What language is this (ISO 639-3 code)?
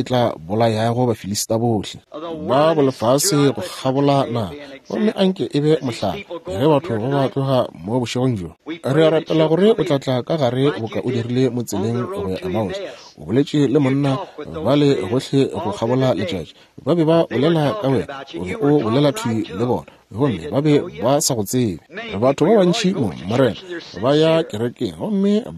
nso